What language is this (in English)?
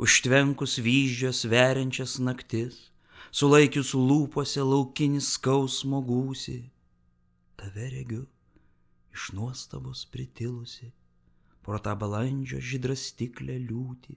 Lithuanian